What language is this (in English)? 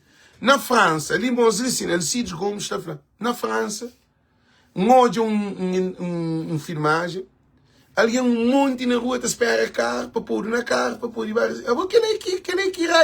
Kabuverdianu